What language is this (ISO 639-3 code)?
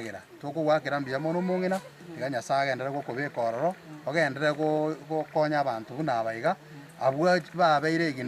guz